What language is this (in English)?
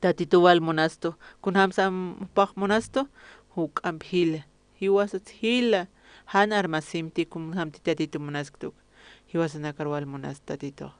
Aymara